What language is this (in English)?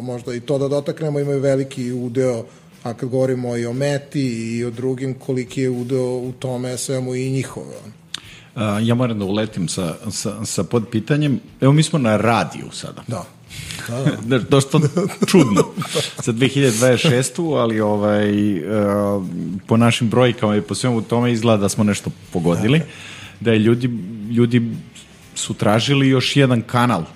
Serbian